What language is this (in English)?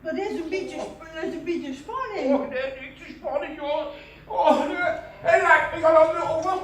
Limburgish